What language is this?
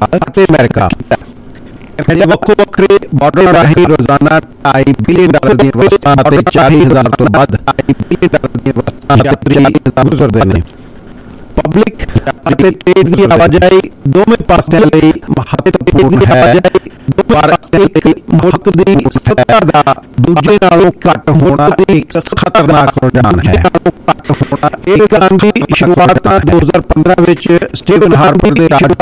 Punjabi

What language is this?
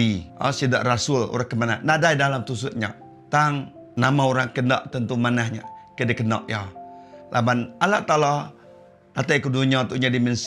Iban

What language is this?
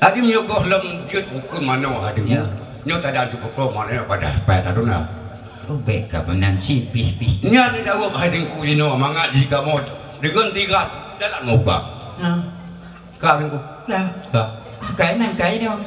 Achinese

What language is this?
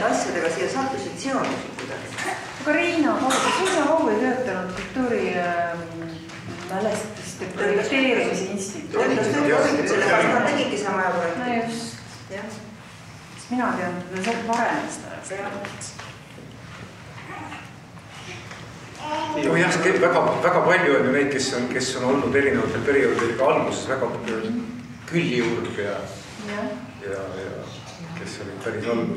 Estonian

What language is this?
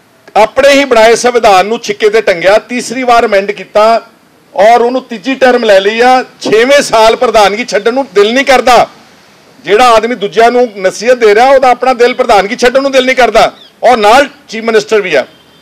Punjabi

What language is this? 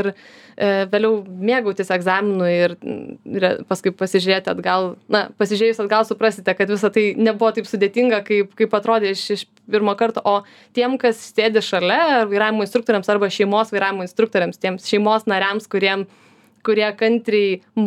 Lithuanian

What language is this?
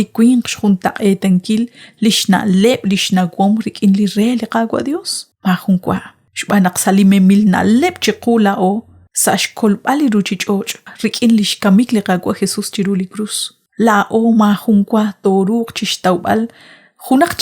Kekchí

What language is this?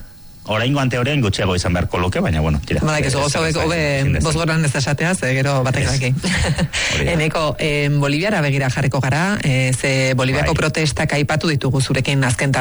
Basque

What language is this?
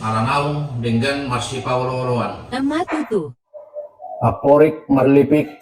Batak Toba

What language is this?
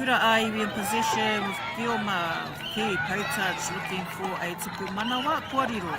Māori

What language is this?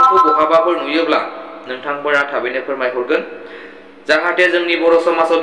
Bodo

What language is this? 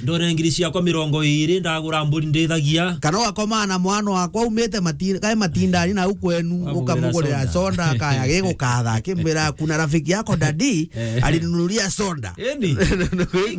Meru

